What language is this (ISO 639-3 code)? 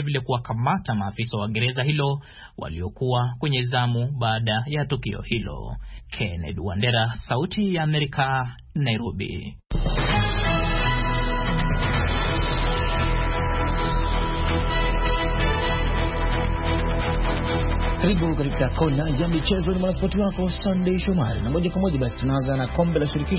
swa